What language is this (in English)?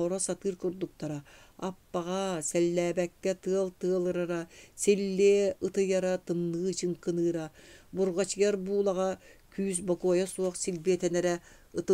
Yakut